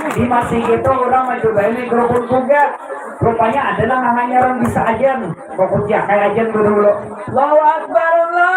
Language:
Banjar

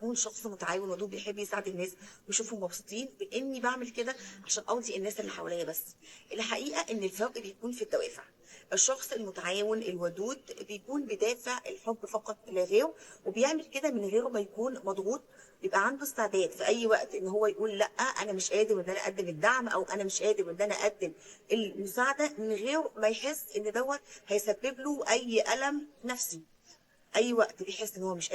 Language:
Egyptian Arabic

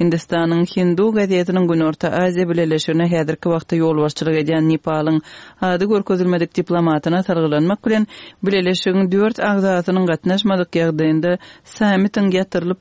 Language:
Turkmen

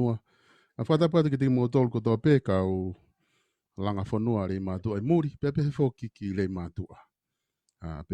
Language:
Tongan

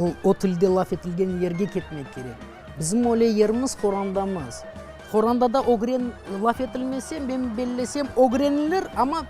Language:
Crimean Tatar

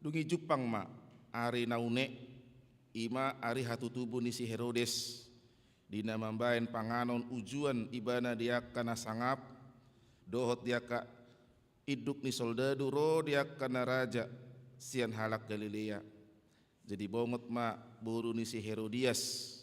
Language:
Batak Toba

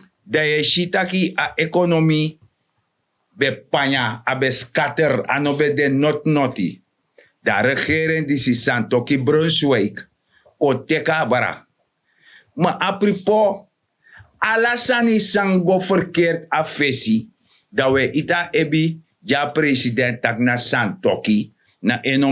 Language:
Sranan Tongo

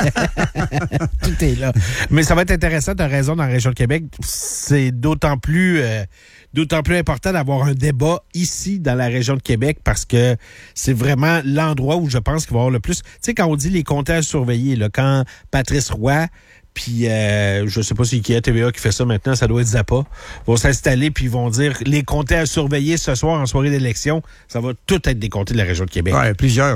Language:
French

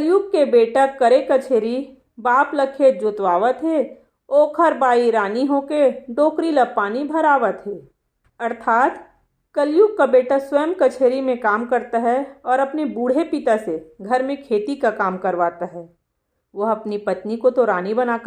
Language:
Chhattisgarhi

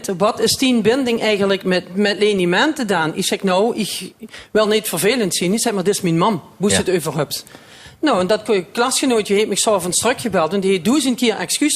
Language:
Limburgish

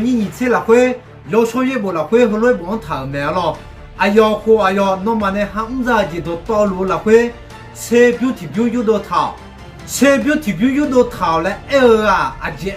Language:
Akha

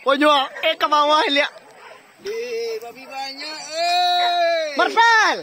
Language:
Minangkabau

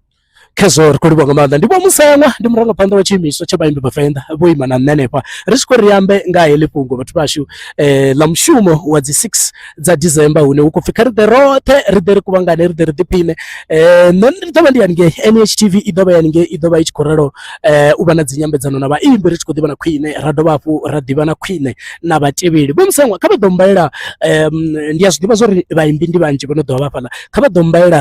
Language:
Venda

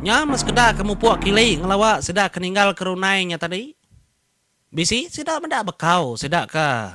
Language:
Iban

